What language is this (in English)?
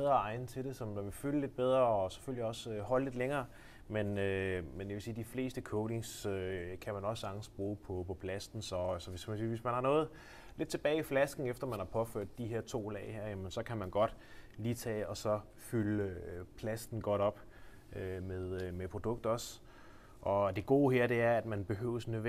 Danish